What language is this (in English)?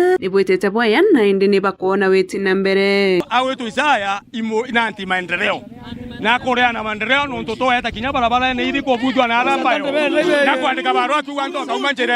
Meru